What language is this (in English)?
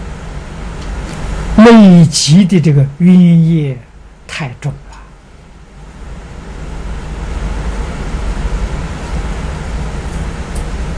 Chinese